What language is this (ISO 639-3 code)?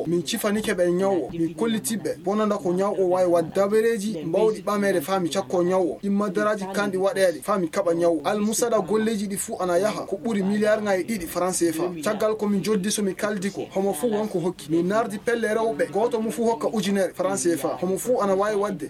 ful